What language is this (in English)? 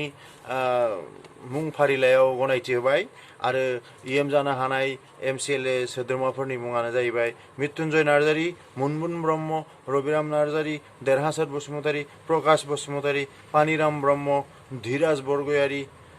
Bodo